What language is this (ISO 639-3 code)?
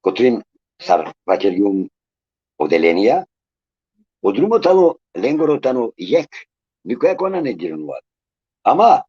rmn